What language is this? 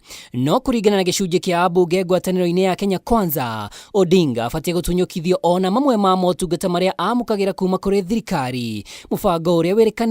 Kikuyu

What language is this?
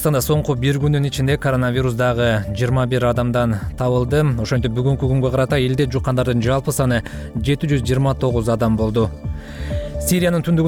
Kyrgyz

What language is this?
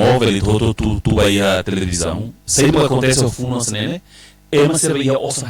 Tetum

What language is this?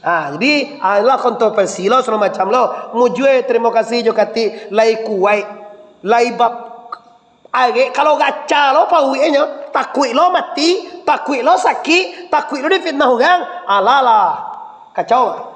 Minangkabau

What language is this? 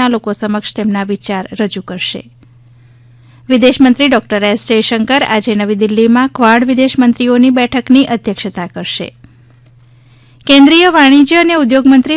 Gujarati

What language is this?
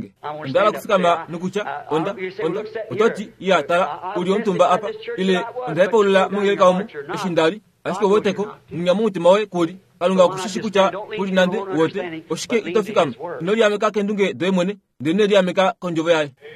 Kuanyama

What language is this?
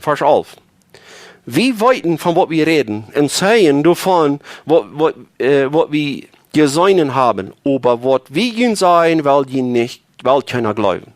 Plautdietsch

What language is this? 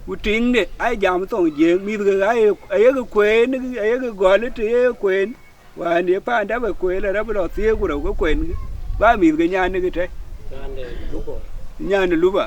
Dinka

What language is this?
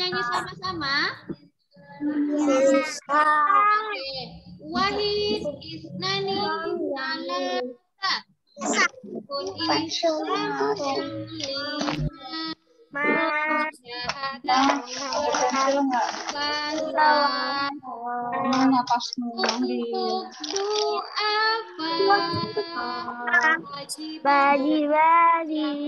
Indonesian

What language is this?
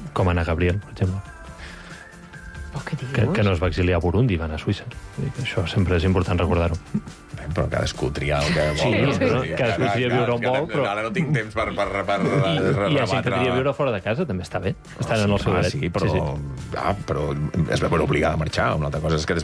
Catalan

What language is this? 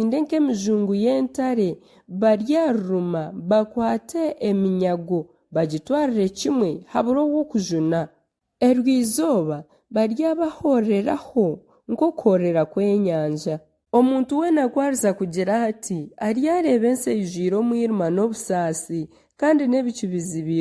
Nyankole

